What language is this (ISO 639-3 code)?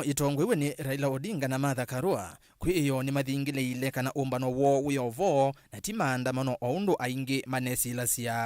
kam